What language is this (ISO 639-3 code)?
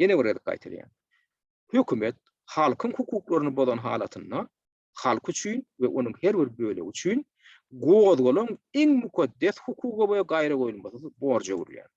tuk